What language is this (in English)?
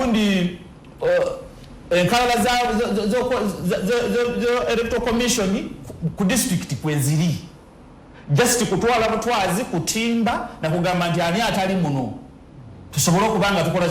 Ganda